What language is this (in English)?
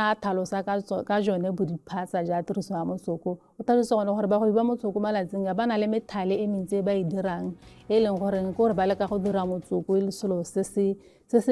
Tswana